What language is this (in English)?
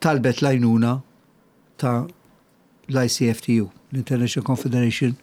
Maltese